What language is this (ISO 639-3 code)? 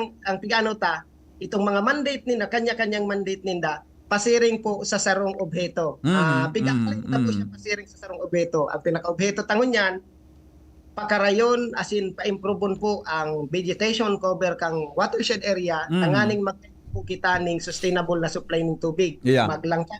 bik